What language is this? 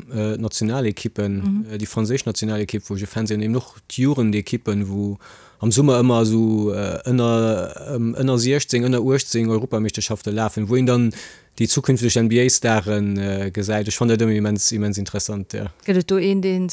Luxembourgish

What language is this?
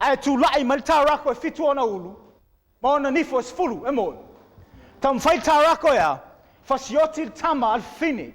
Samoan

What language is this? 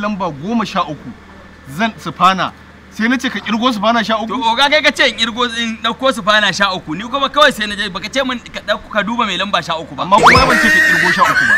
Hausa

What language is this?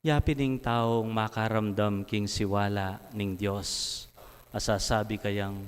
Pampanga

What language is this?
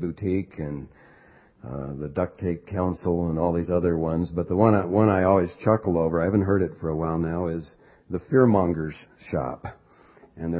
English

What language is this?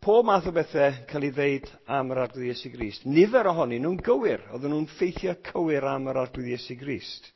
Welsh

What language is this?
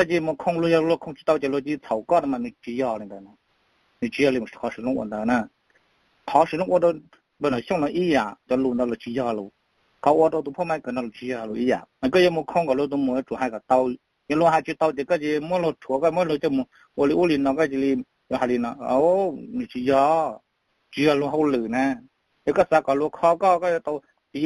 Hmong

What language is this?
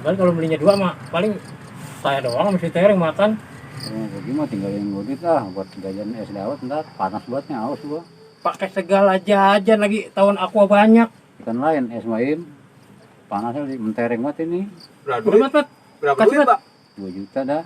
Betawi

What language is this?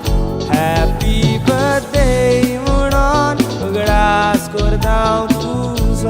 Konkani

